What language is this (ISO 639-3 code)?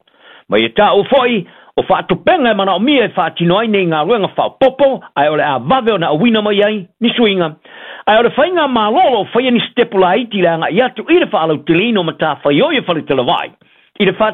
smo